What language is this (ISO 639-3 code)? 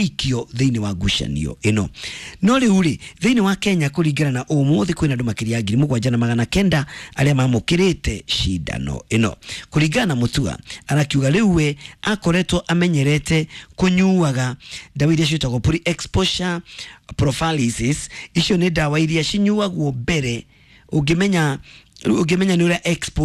kik